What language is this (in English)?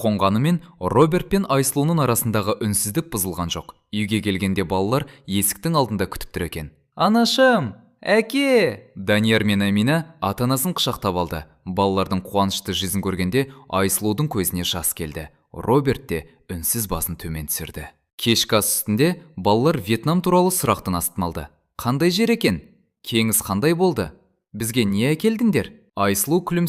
Kazakh